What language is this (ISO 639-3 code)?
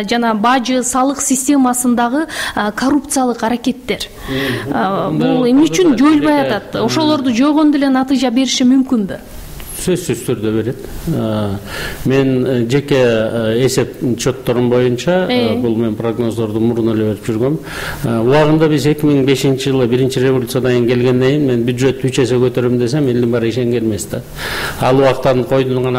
kir